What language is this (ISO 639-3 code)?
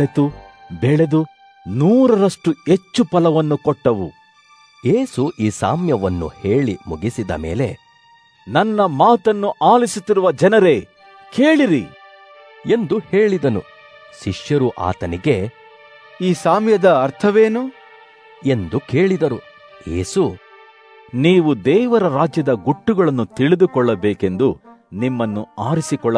kan